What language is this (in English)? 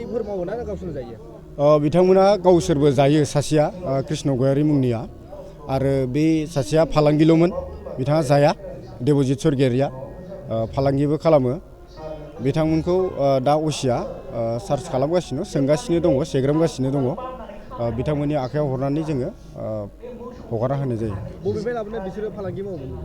Bodo